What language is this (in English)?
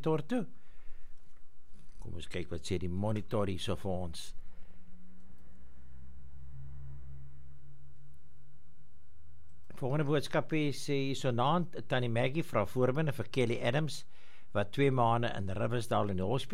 Afrikaans